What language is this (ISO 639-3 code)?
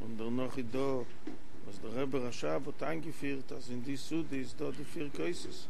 yid